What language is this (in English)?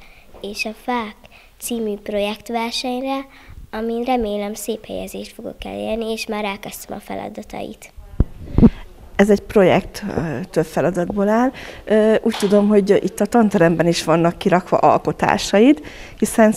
Hungarian